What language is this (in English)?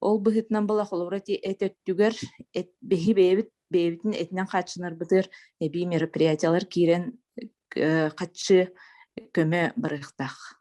Yakut